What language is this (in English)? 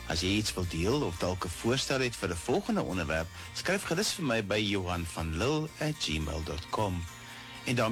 Afrikaans